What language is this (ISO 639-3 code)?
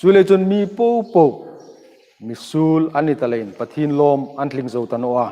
hmr